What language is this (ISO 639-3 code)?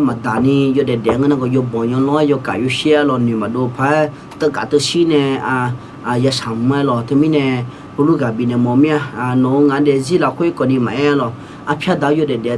ahk